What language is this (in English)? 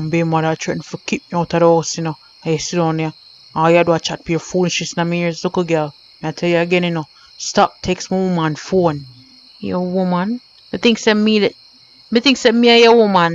Jamaican Creole English